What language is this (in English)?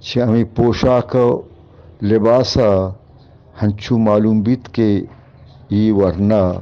Eastern Balochi